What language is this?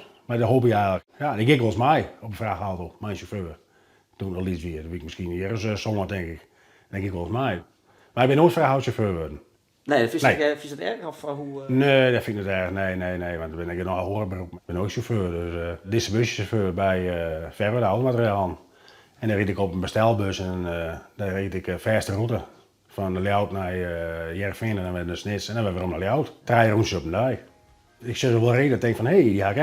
Western Frisian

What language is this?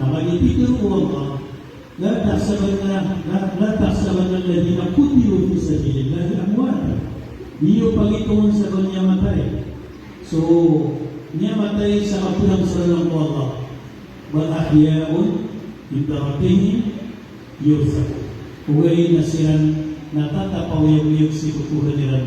Maranao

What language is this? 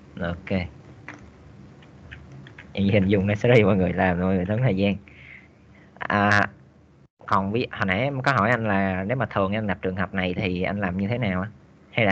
Vietnamese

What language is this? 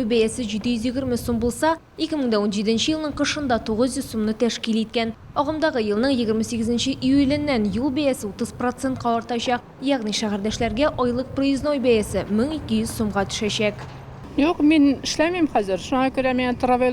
Tatar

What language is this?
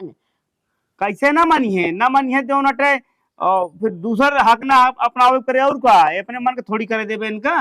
Awadhi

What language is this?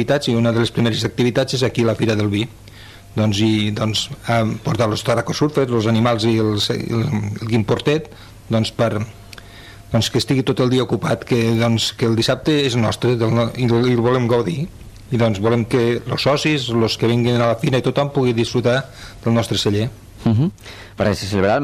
Catalan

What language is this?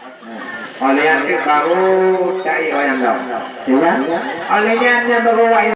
Achinese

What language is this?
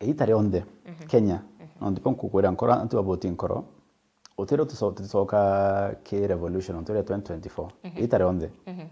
Meru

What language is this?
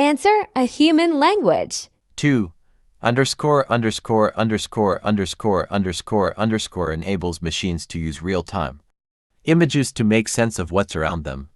English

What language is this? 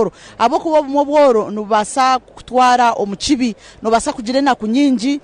Nyankole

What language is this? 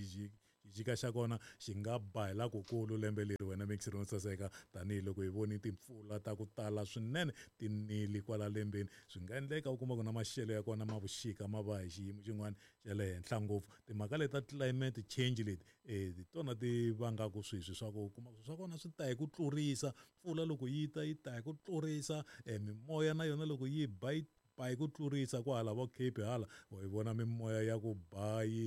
Tsonga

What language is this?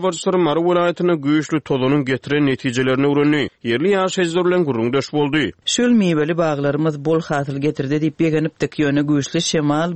Turkmen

